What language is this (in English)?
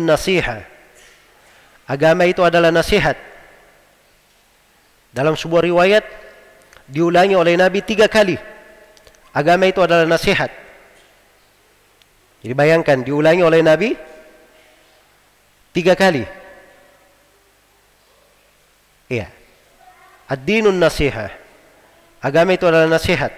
Indonesian